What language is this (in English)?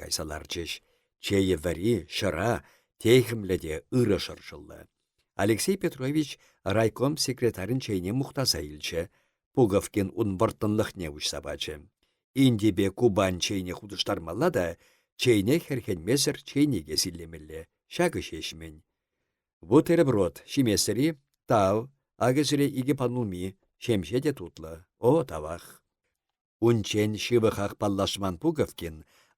Chuvash